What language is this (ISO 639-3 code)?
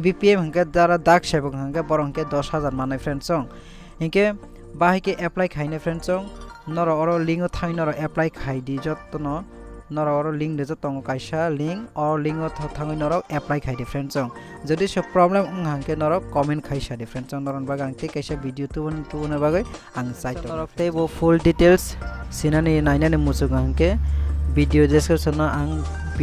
trp